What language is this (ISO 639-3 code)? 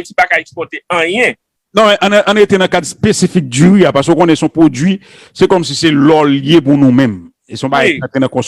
hat